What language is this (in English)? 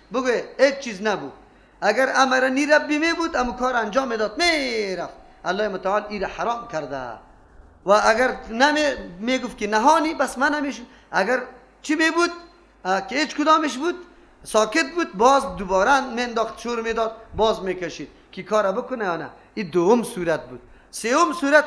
Persian